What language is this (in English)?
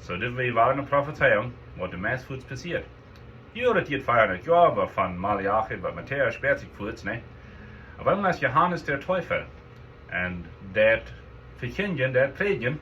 Plautdietsch